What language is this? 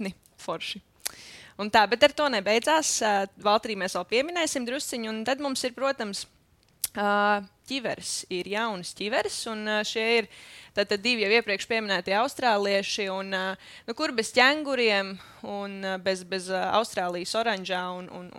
Latvian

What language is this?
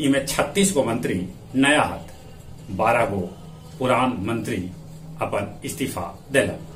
Magahi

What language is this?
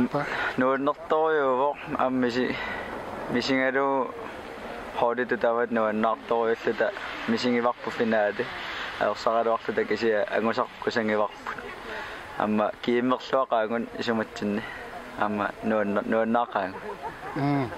Kalaallisut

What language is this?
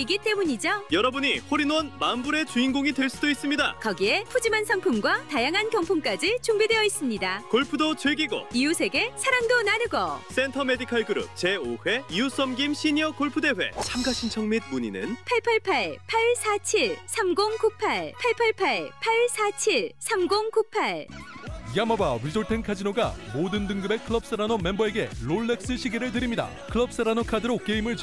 Korean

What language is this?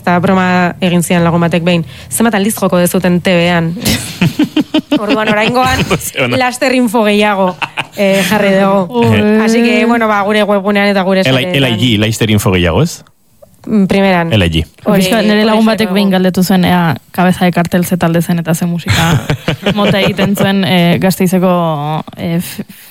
Basque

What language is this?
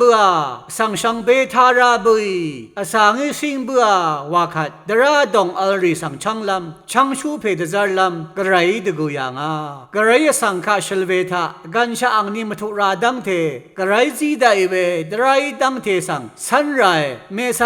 Rawang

